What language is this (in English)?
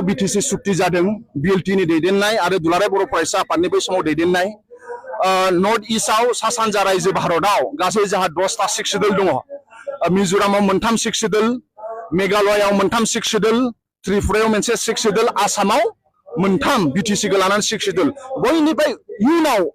Bodo